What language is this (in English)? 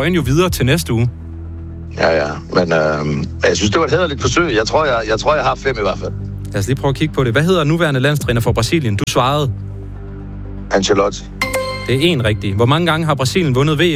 Danish